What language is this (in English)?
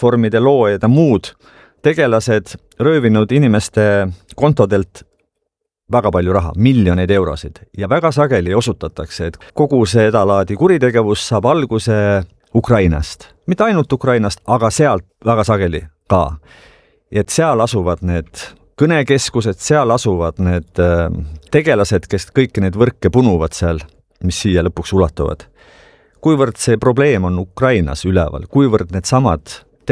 Estonian